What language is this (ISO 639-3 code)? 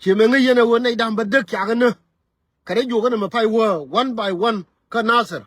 nus